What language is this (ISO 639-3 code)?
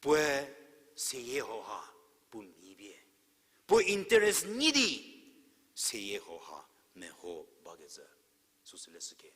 njm